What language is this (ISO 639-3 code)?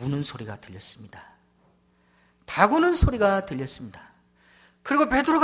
kor